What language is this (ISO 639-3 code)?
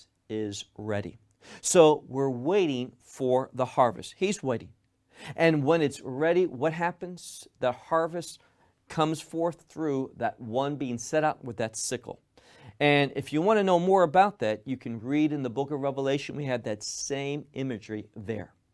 eng